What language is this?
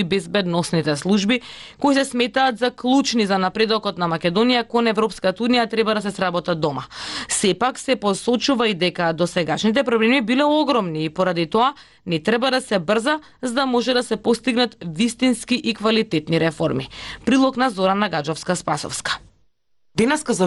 Macedonian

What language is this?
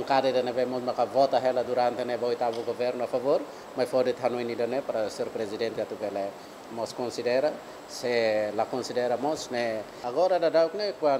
Tetum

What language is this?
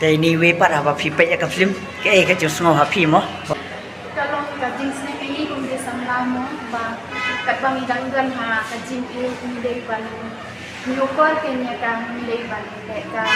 Khasi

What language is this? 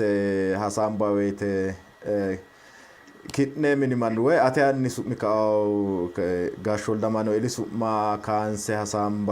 Sidamo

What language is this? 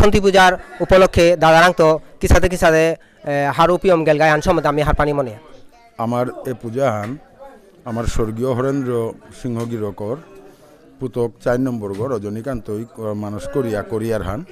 Bishnupriya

